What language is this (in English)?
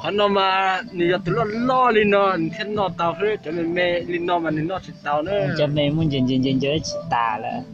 Hmong